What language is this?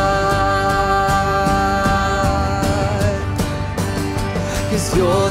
Afrikaans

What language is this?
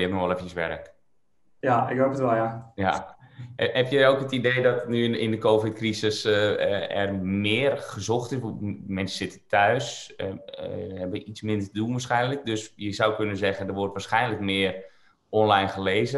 Dutch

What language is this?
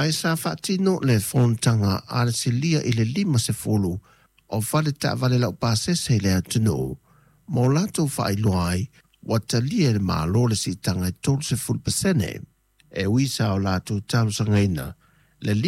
Samoan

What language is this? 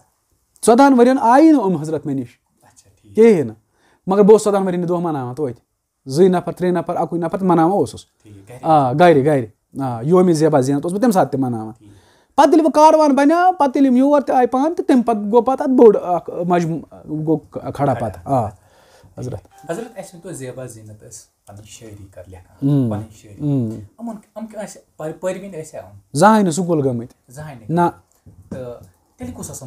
Kashmiri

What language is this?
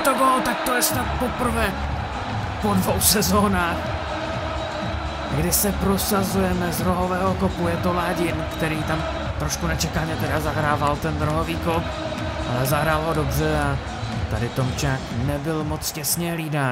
Czech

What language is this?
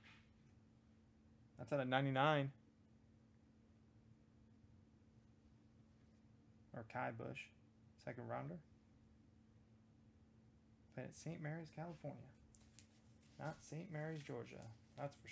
English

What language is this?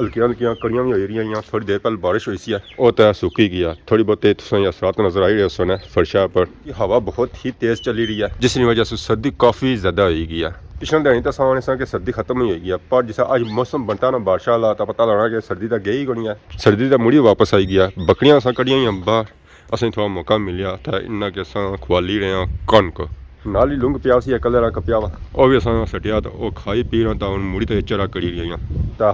Pahari-Potwari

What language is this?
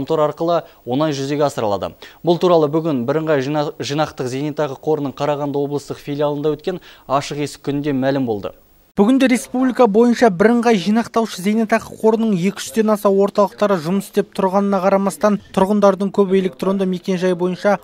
Kazakh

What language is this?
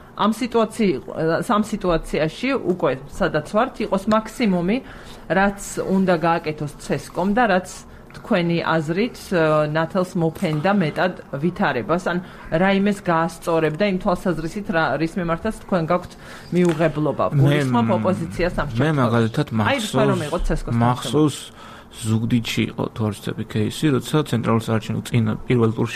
Georgian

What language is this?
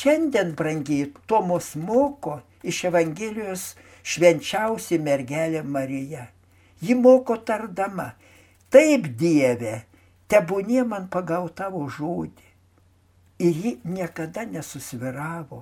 Lithuanian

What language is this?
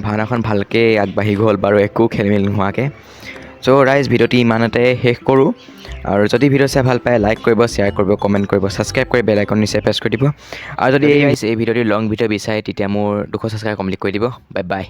Assamese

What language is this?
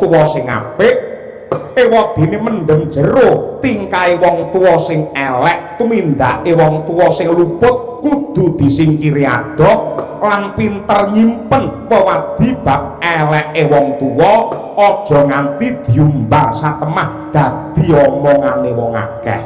Javanese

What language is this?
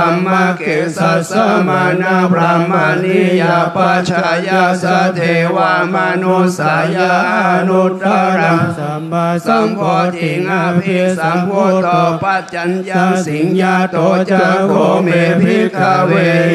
Pali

